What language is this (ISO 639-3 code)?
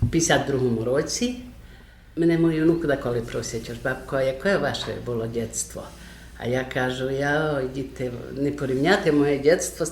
rue